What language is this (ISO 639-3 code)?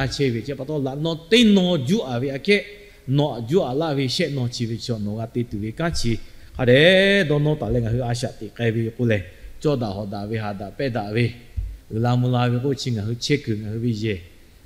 lhu